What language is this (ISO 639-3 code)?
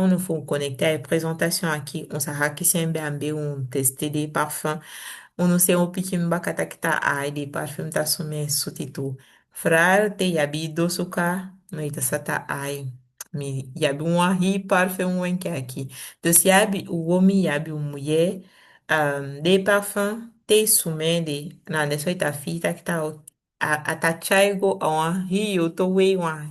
srm